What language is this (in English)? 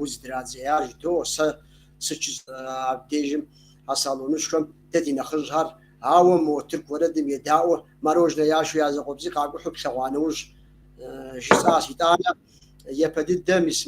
Kabardian